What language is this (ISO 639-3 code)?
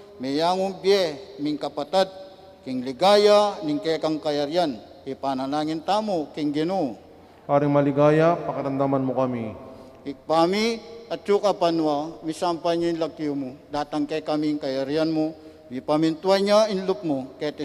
pam